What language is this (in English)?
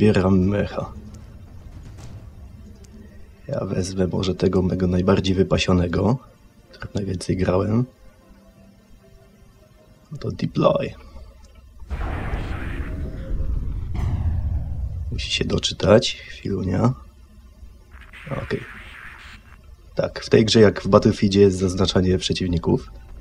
Polish